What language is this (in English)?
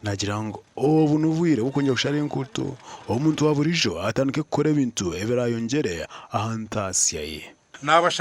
Nyankole